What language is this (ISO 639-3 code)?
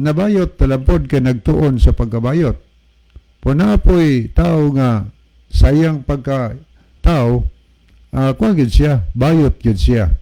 ceb